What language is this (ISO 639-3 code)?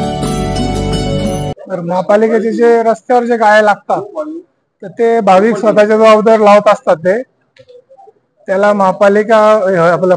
mar